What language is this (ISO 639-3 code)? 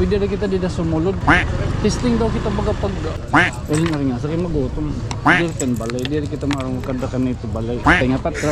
war